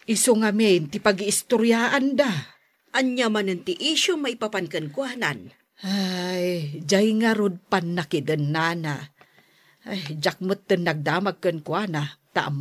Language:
Iloko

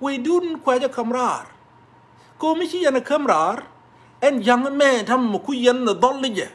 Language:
Nuer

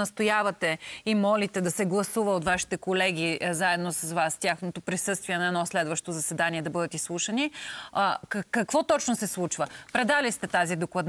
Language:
Bulgarian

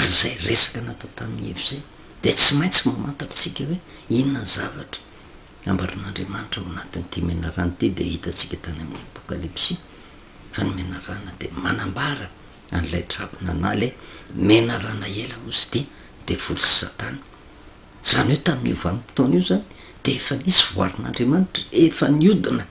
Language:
Malagasy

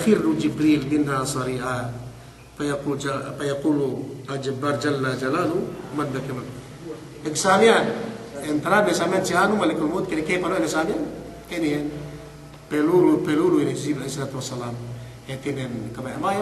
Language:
Yakan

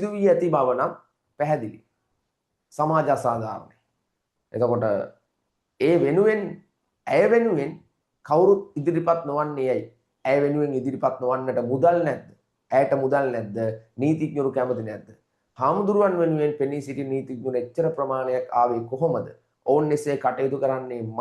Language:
Sinhala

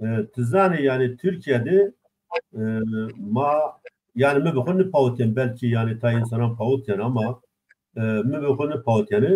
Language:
Zaza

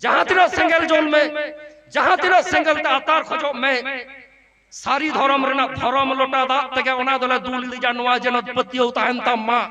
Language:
Santali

